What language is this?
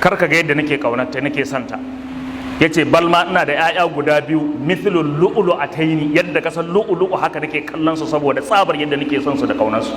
Hausa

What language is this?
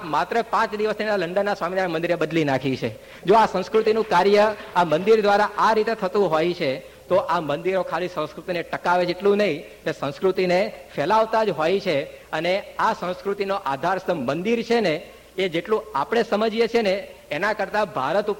Gujarati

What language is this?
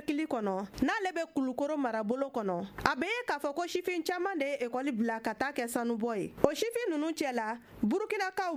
Bambara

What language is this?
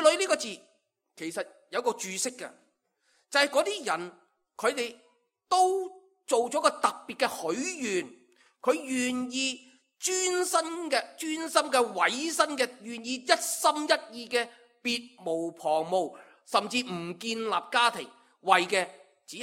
Cantonese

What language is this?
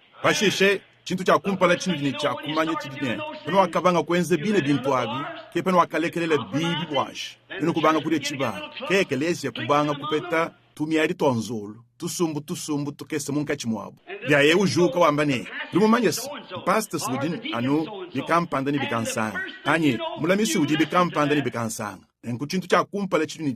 Luba-Lulua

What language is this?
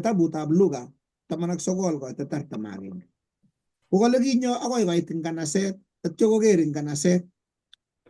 Kalenjin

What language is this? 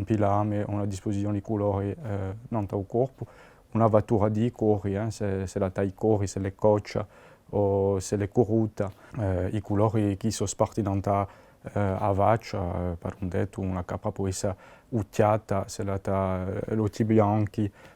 Corsican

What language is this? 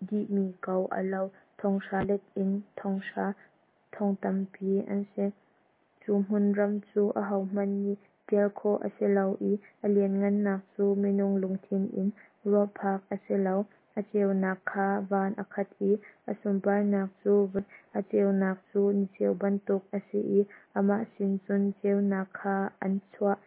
Hakha Chin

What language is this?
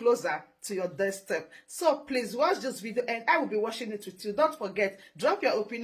Nigerian Pidgin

